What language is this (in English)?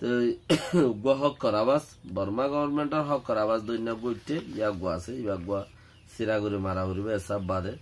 Rohingya